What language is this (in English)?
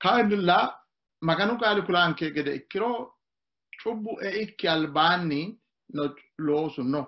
Sidamo